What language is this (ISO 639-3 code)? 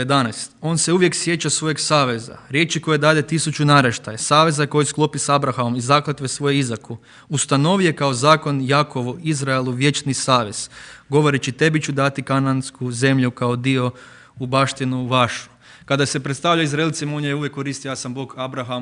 hrv